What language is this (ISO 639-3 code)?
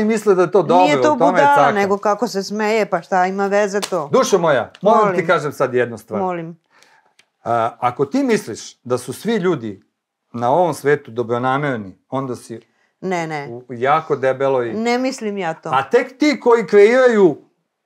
srp